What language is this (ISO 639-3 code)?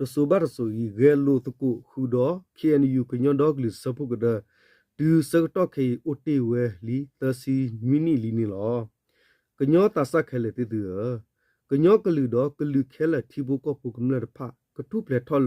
ksw